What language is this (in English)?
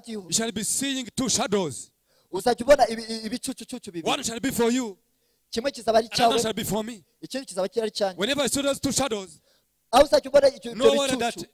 Kinyarwanda